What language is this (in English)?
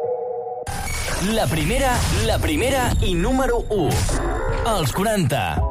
Catalan